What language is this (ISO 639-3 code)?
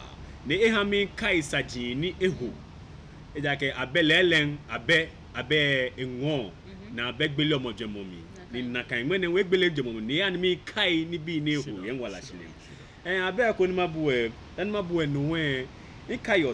gaa